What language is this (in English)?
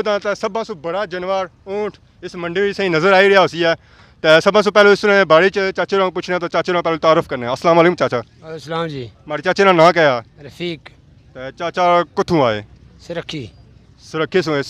Pahari-Potwari